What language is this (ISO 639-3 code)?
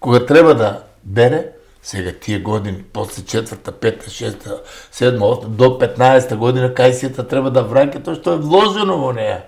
mkd